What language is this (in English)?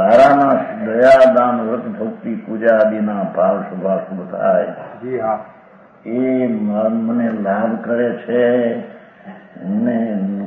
Gujarati